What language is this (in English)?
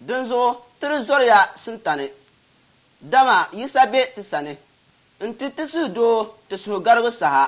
Dagbani